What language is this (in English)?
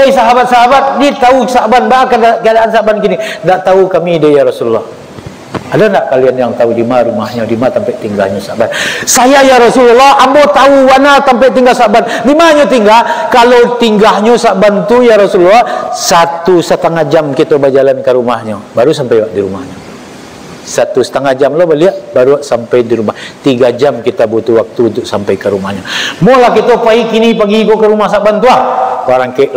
Minangkabau